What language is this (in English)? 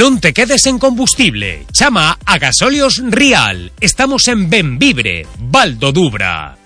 Galician